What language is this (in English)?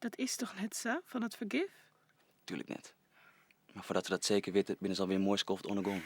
Western Frisian